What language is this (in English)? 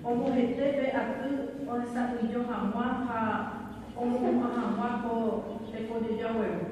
Guarani